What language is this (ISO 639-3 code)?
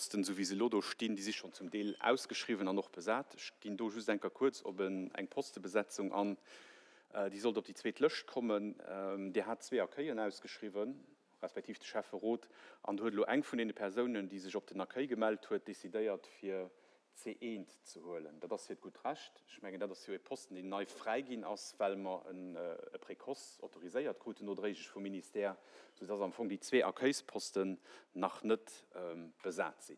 ltz